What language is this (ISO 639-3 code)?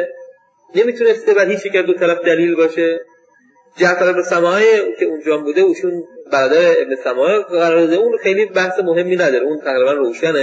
fas